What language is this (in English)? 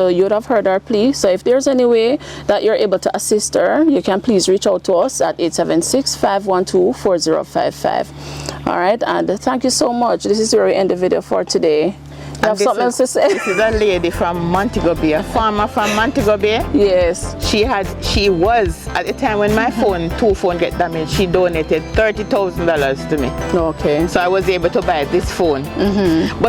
Jamaican Creole English